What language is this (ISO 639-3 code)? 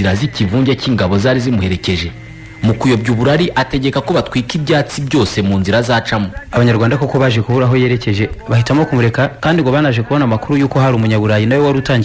kin